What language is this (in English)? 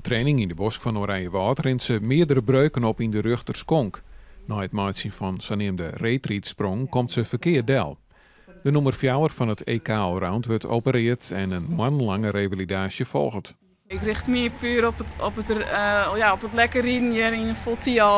Western Frisian